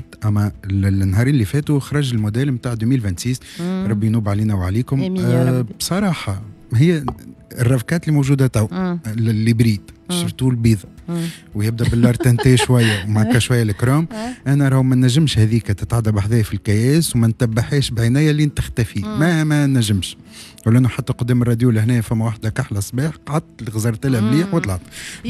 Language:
Tunisian Arabic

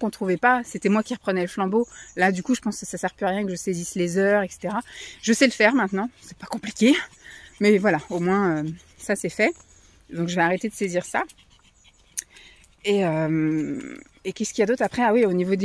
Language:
French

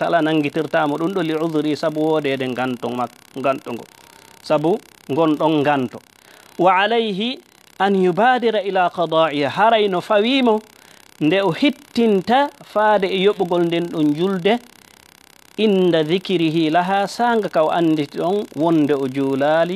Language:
Fula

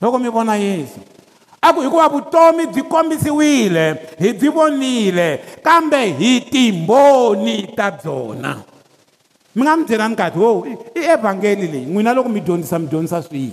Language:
Tsonga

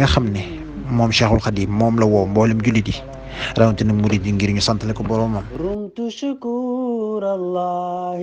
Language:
Wolof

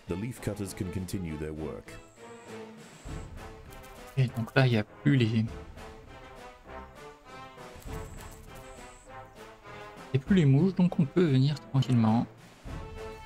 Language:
French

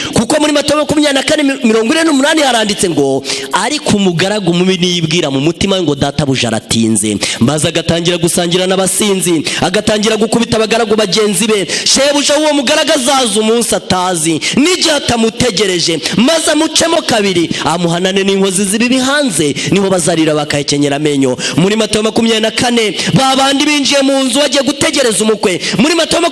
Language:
Kinyarwanda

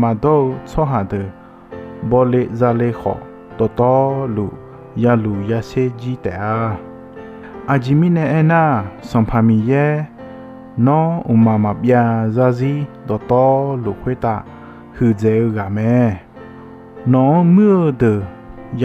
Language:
Akha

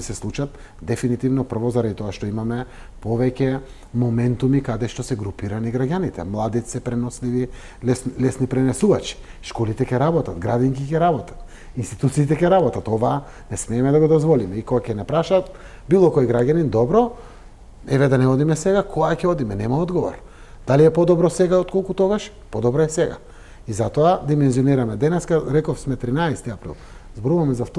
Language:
Macedonian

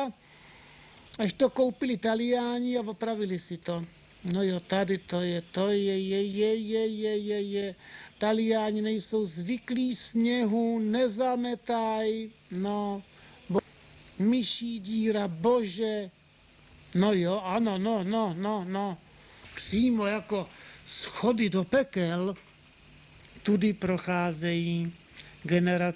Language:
Czech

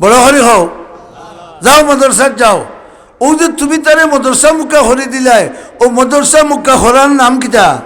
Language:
Sylheti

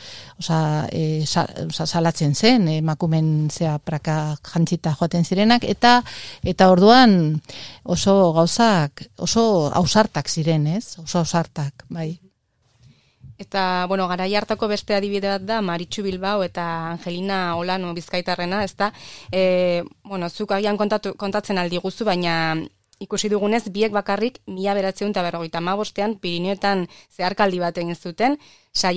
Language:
Basque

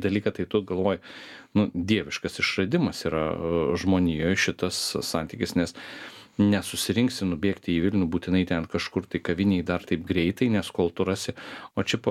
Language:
Lithuanian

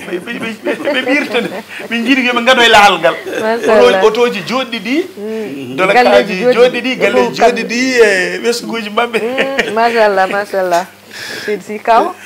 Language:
Fula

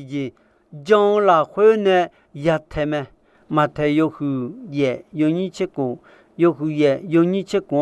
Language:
Akha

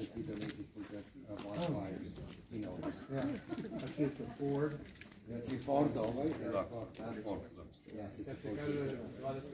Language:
Serbian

